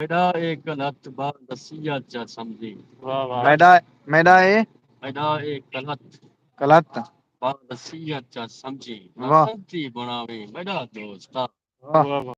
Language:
Saraiki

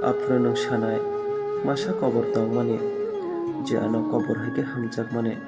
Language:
Kok Borok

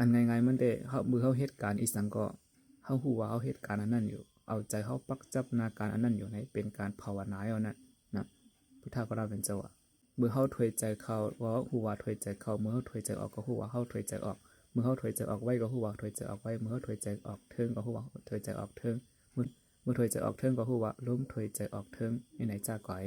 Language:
Shan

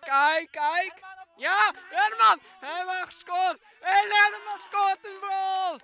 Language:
Western Frisian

